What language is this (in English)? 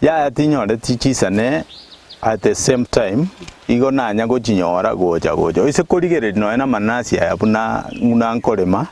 Gusii